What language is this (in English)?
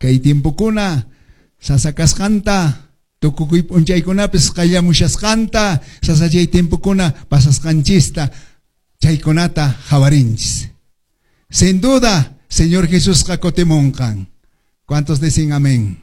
Quechua